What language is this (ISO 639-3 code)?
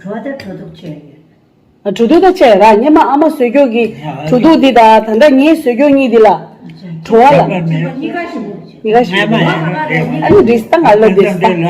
bod